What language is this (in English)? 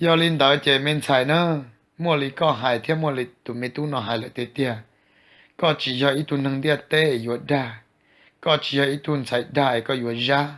Hmong